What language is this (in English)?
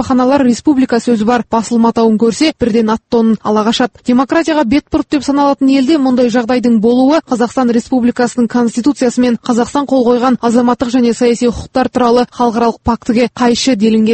Kazakh